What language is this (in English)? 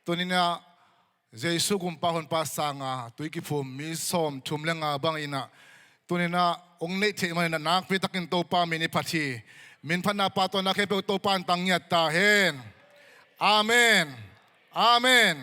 Tedim Chin